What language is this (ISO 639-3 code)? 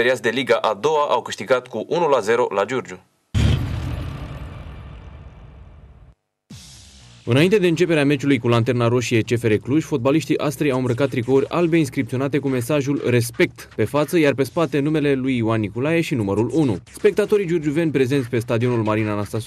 ron